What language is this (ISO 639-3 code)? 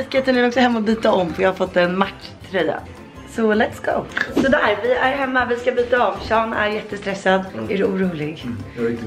swe